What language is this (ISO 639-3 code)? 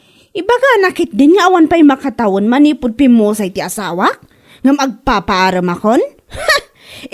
ilo